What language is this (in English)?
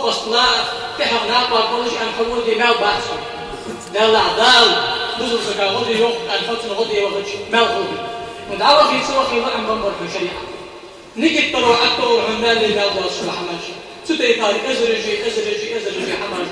Ingush